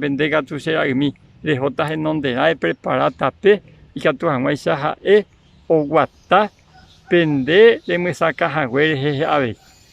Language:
Guarani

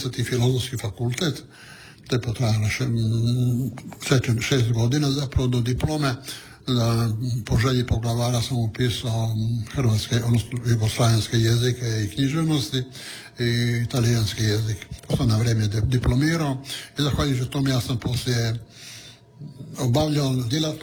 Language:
Croatian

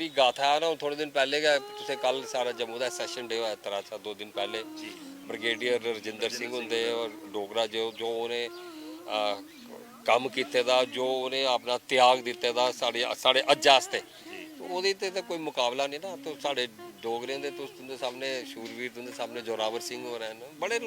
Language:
Dogri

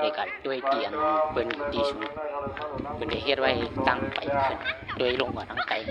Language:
Shan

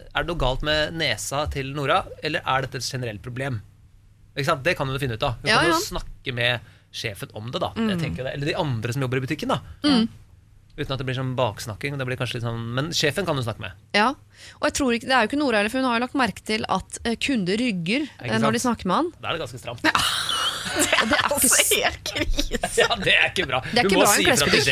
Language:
Norwegian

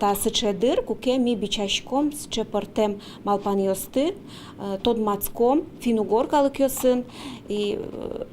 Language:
Udmurt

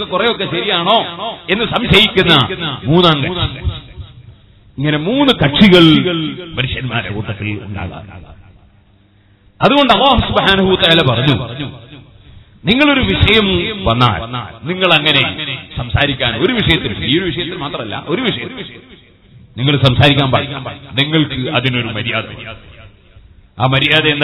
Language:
Malayalam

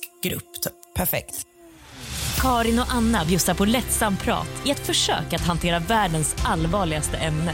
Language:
Swedish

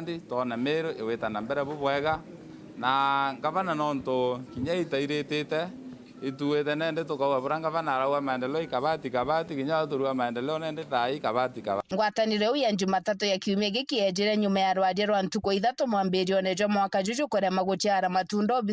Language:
Meru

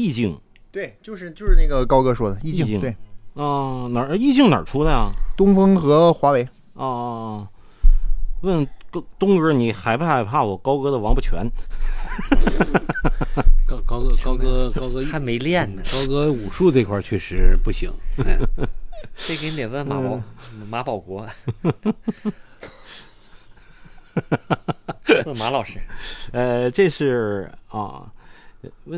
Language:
Chinese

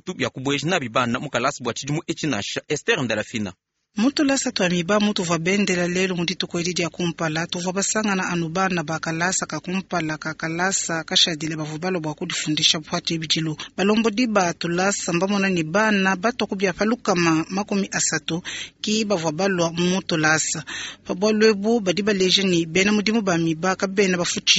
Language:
Luba-Lulua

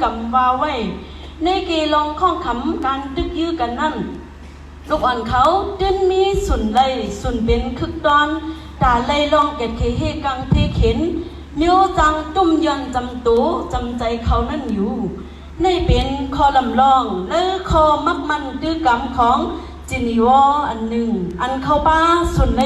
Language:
Shan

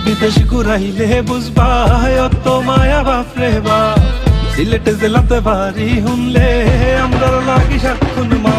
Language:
Sylheti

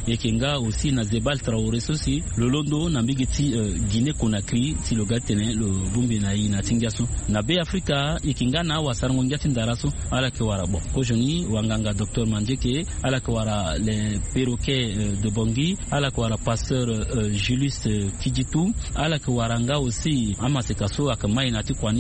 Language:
Sango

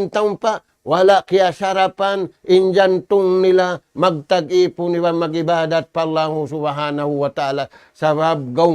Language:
Tausug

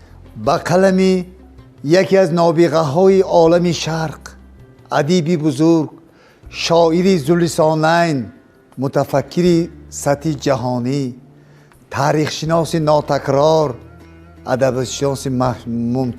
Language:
Tajik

